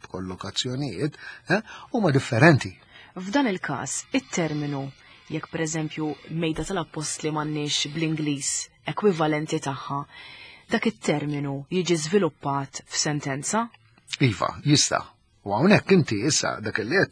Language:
Maltese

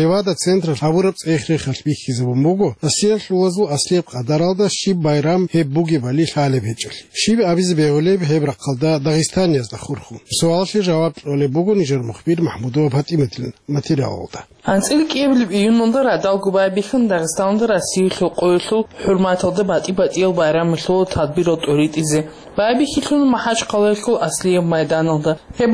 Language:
Avaric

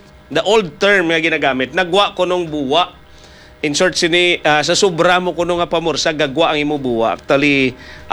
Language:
Hiligaynon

